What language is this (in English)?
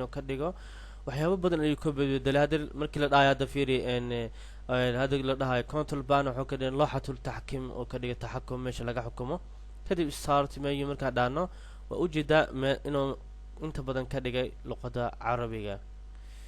Somali